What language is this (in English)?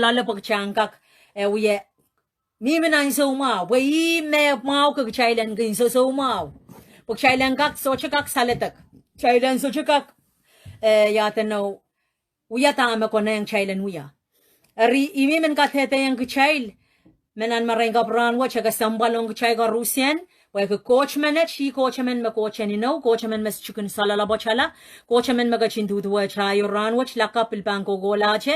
Pohnpeian